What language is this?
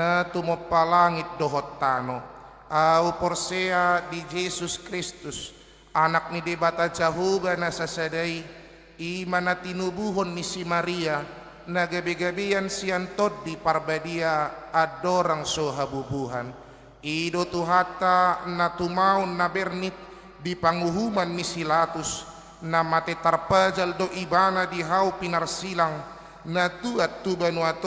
Batak Toba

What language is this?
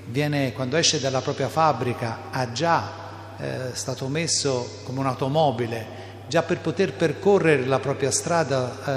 Italian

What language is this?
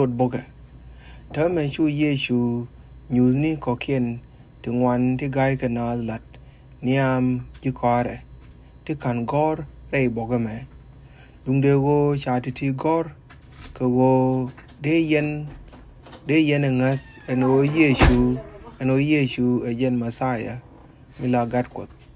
Nuer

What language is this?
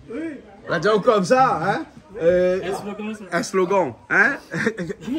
Réunion Creole French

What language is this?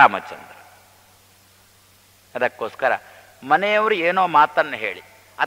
Kannada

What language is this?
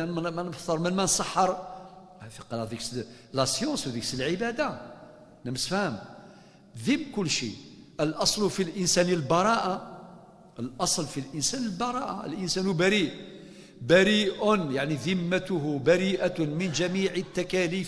Kabyle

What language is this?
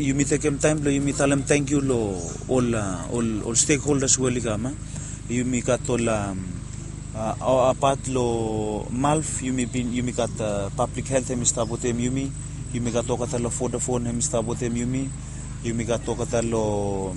Bislama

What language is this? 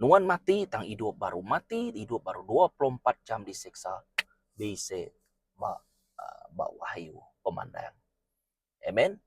Iban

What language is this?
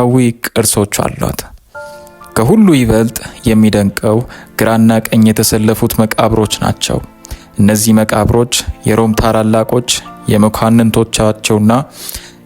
Amharic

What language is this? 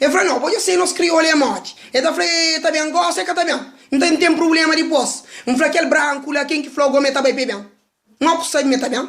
Kabuverdianu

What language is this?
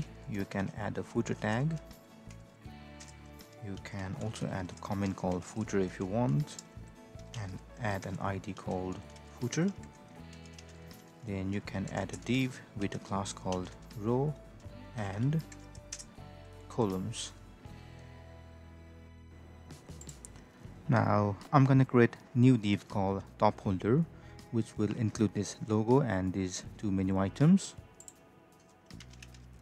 English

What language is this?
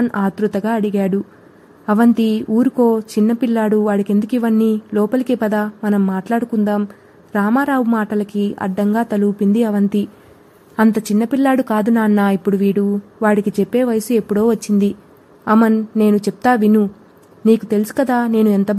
Telugu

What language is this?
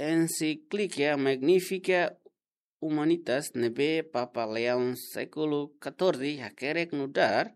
Tetum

